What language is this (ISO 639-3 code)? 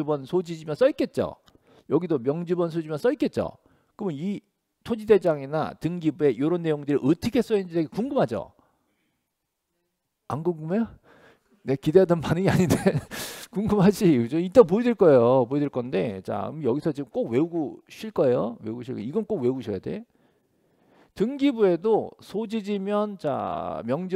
kor